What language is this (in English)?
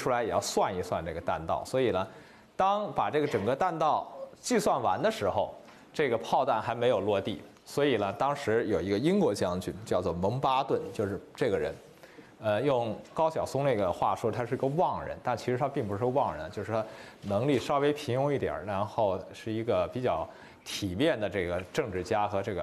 Chinese